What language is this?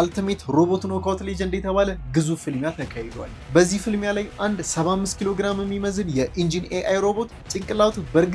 Amharic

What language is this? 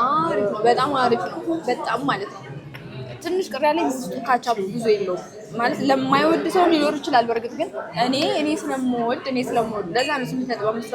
Amharic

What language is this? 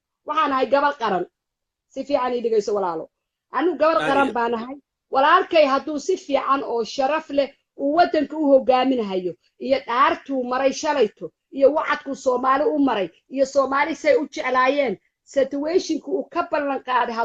Somali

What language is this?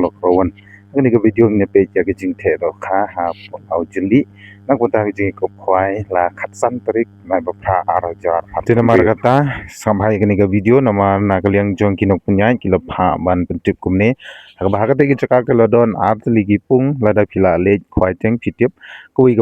Khasi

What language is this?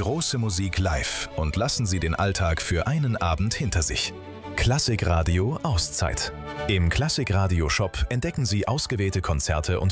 German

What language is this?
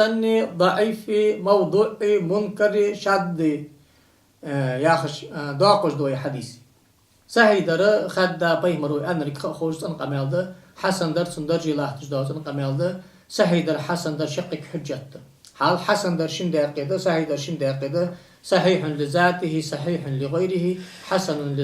Ingush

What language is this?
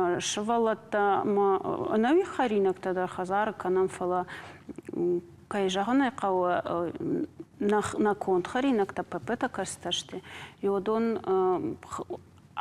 Ossetic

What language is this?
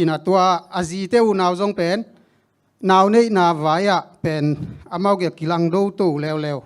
Tedim Chin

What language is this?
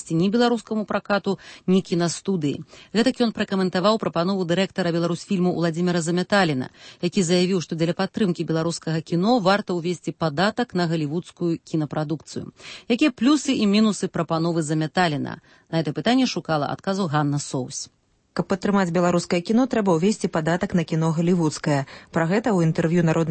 Belarusian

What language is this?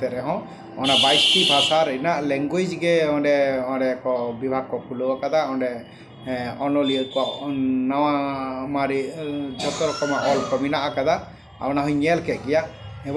Santali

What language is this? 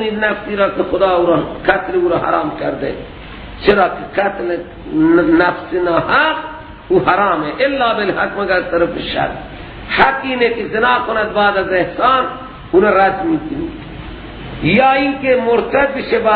Persian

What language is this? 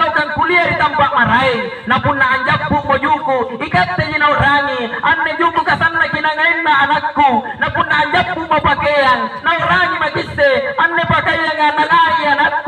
Makasar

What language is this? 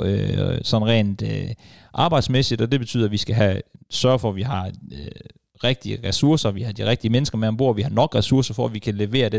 Danish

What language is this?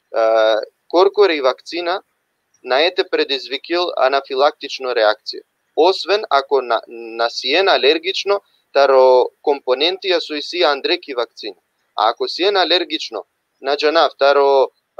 Balkan Romani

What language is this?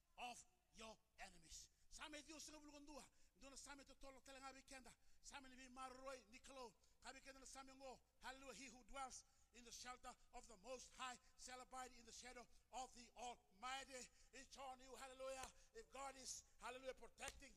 Fijian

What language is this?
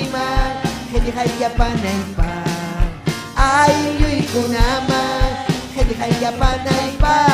Ayacucho Quechua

